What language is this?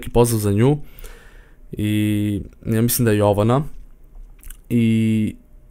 Serbian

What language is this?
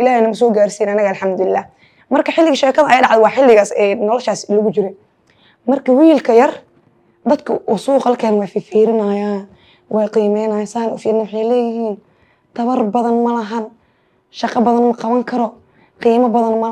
Somali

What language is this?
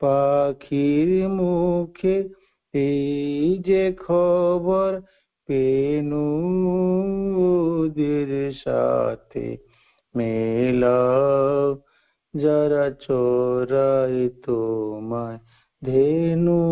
Odia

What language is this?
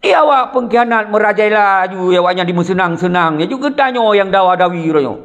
Achinese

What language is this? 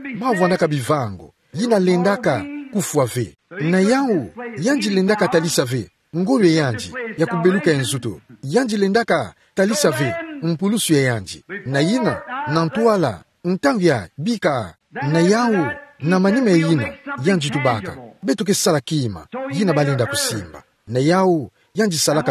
Kituba (Democratic Republic of Congo)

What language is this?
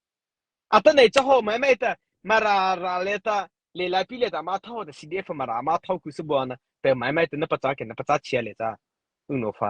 Mara Chin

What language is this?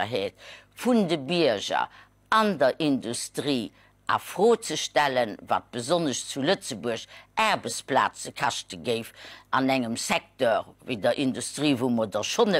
Luxembourgish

